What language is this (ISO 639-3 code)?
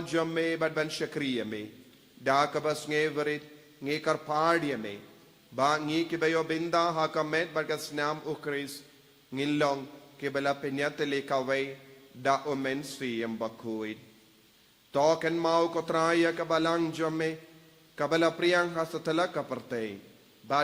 kha